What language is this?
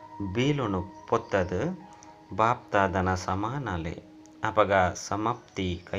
Tulu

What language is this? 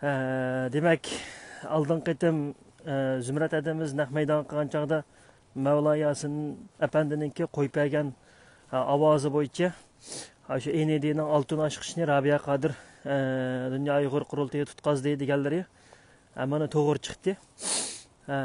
Uyghur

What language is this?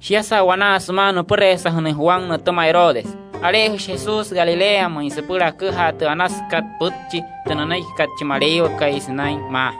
Wayuu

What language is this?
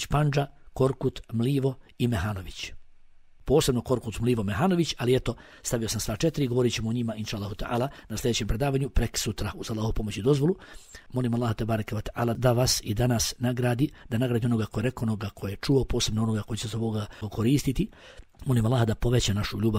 Bosnian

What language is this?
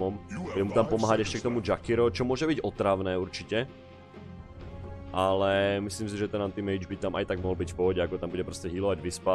Slovak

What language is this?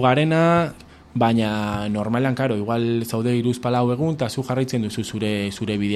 Basque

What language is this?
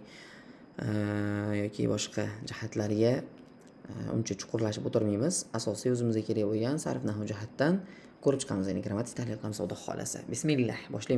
Uzbek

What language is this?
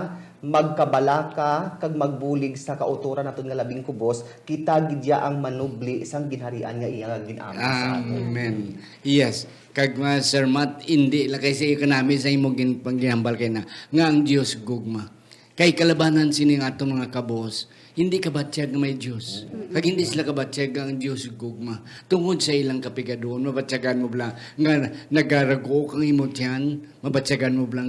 Hiligaynon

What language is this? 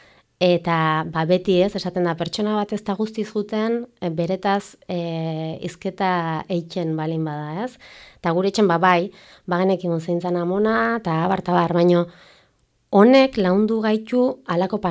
Basque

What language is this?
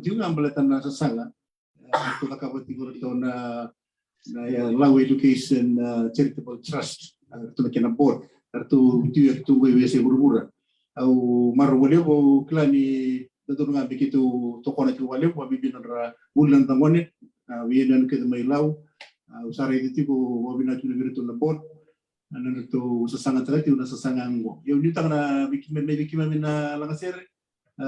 Fijian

